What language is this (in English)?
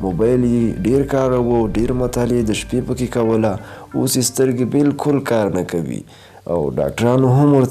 Pashto